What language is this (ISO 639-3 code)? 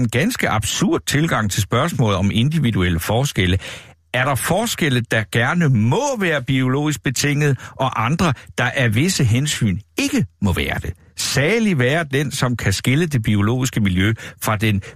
dan